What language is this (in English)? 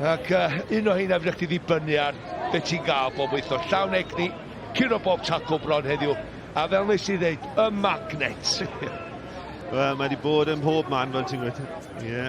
Welsh